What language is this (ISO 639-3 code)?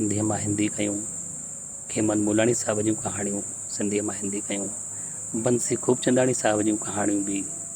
snd